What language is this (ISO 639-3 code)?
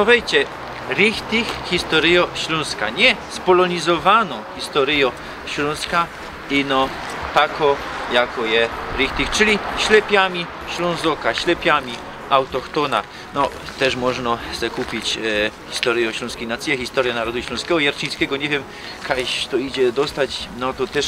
szl